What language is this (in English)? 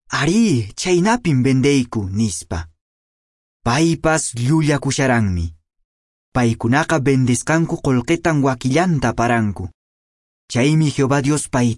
Quechua